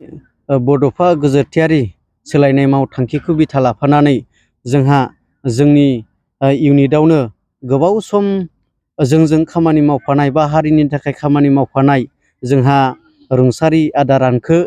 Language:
Bodo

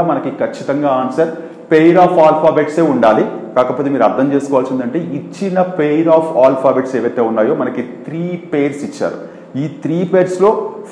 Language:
Telugu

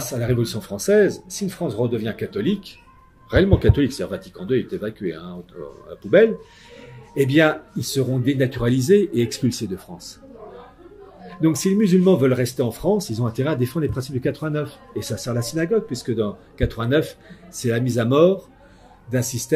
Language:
French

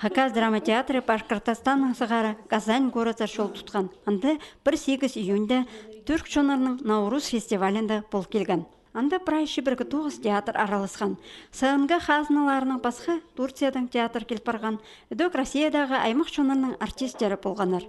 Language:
Khakas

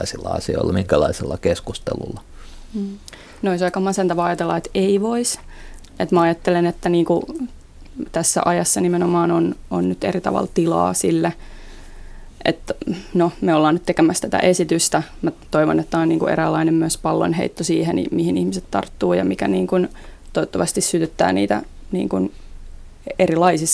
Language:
Finnish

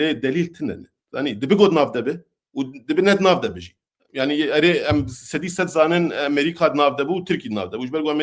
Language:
Kurdish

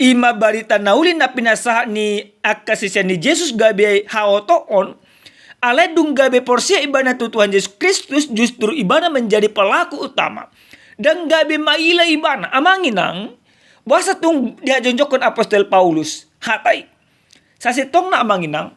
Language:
Batak Toba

